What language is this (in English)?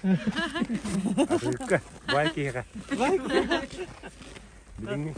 Yakut